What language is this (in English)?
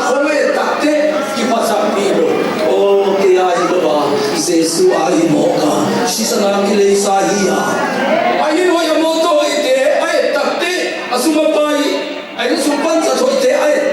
Tedim Chin